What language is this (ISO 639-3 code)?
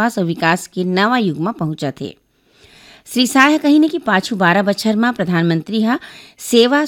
hin